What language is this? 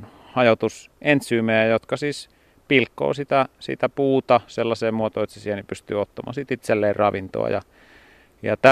Finnish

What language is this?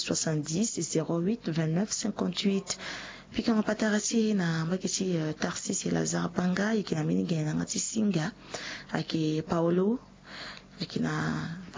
Sango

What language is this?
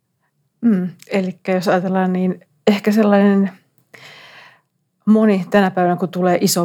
Finnish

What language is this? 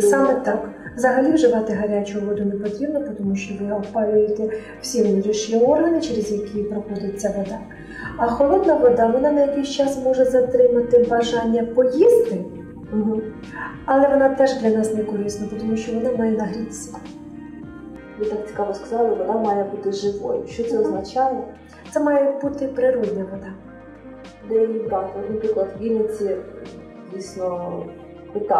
Ukrainian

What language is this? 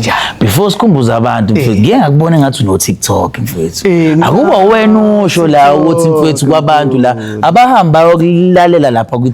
Zulu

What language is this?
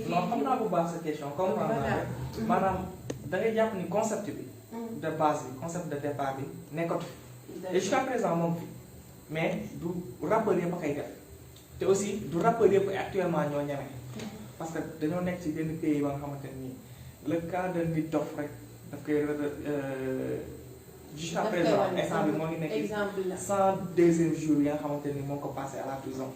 Wolof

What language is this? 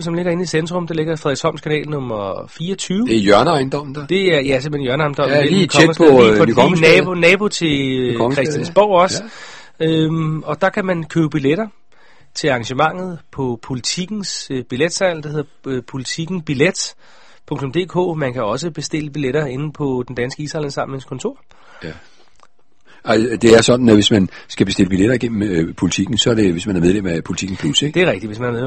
Danish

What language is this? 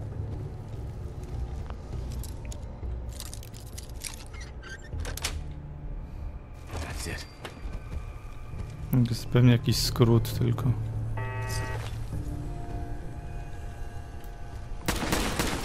Polish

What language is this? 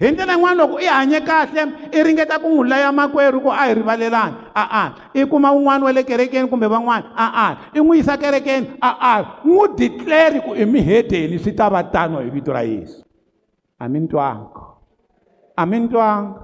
Tsonga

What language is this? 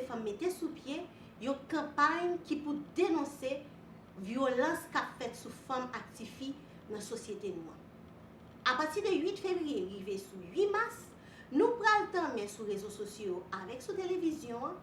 Haitian Creole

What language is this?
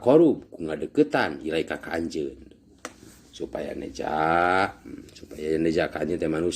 Sundanese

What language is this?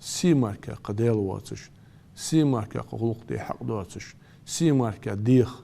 Ingush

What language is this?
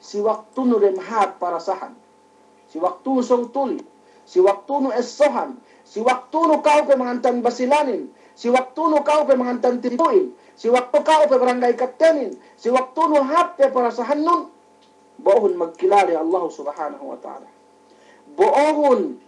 Yakan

